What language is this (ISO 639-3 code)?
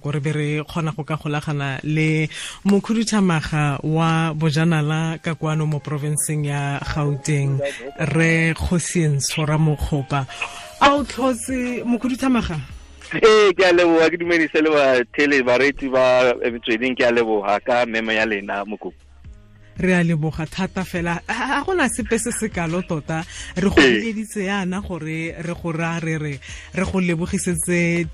tsn